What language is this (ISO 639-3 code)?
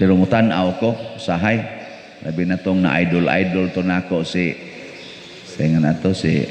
ceb